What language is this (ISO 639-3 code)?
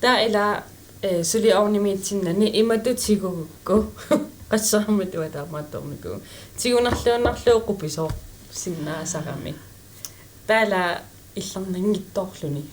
kal